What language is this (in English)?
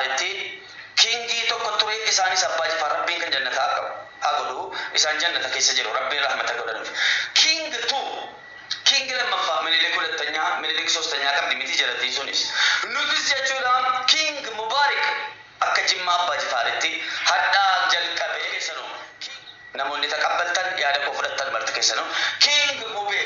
Oromo